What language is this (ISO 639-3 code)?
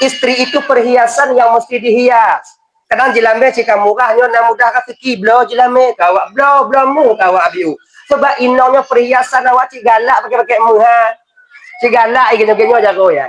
ace